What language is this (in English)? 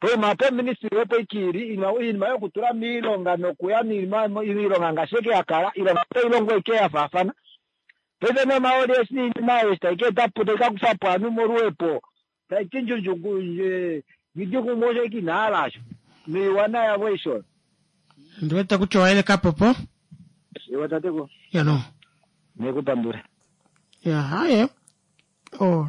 Kuanyama